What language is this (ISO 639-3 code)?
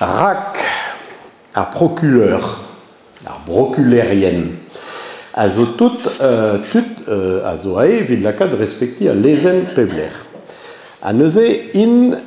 bre